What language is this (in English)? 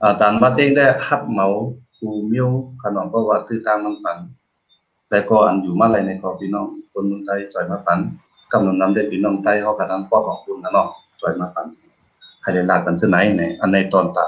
Shan